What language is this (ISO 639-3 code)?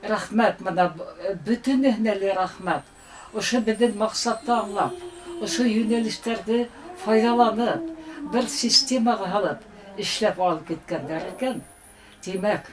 bak